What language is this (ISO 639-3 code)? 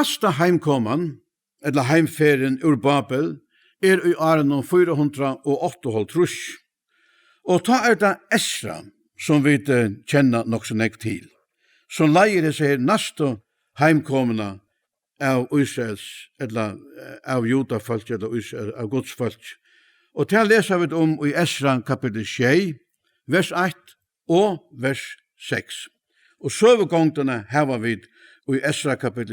fao